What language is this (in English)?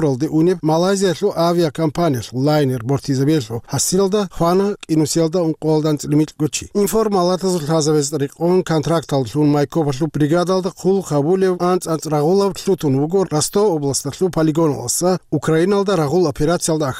Avaric